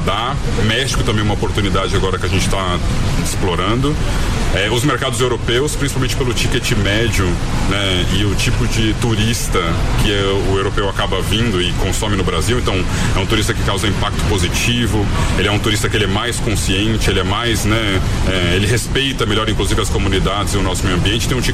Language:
Portuguese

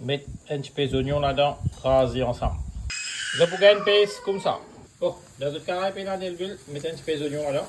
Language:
Morisyen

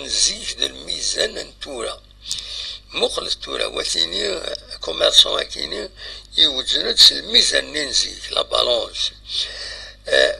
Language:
Kabyle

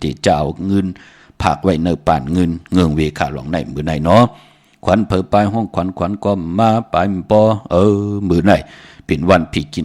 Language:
Shan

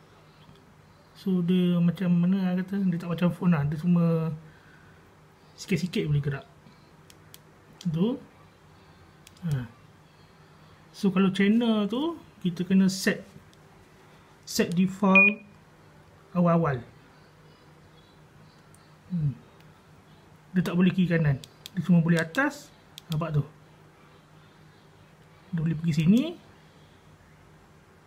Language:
Malay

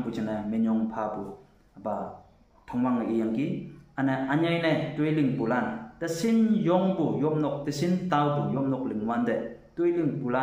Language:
Konyak Naga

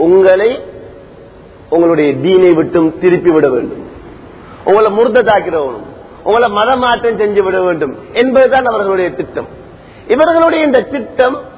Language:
Tamil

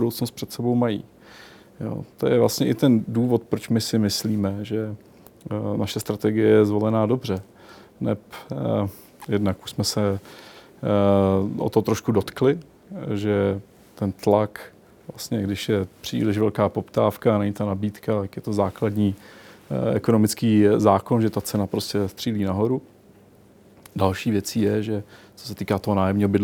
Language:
Czech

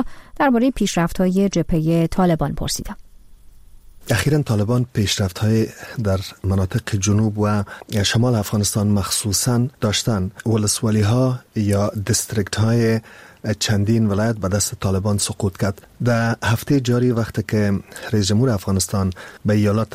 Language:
Persian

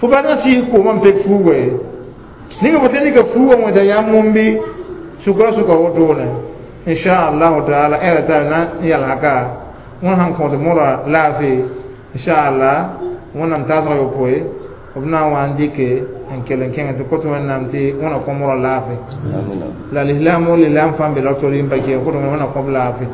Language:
Mossi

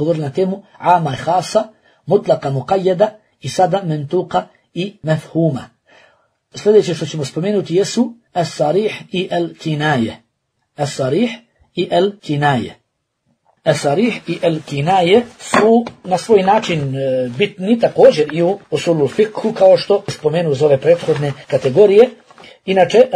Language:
Bosnian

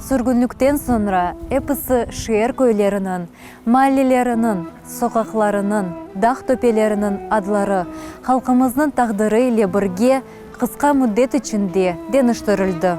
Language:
Crimean Tatar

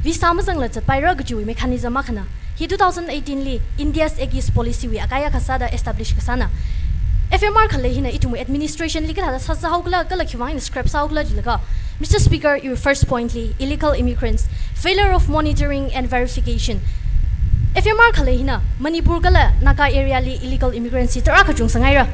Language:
Tangkhul Naga (India)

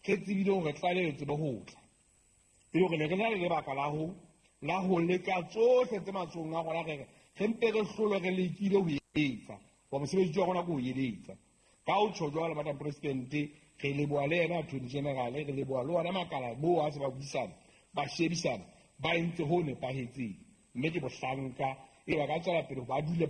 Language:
Southern Sotho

